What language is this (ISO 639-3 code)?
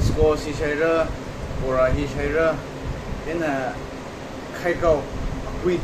nmf